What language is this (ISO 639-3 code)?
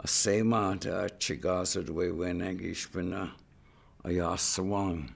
ciw